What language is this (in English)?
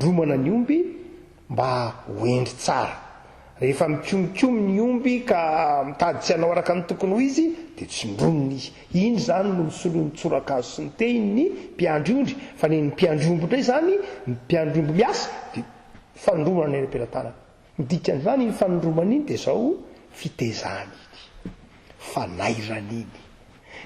Malagasy